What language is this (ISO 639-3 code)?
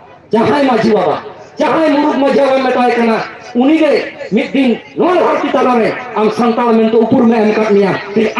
sat